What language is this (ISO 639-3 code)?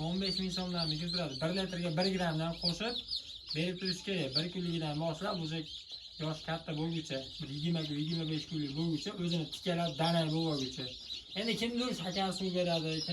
uzb